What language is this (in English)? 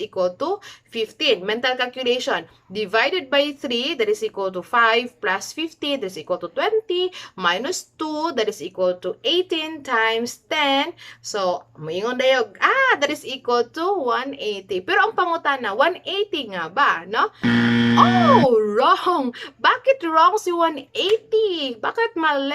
Cebuano